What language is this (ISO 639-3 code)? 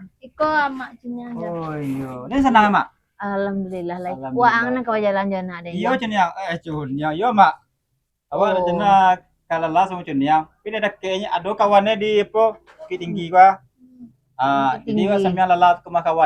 min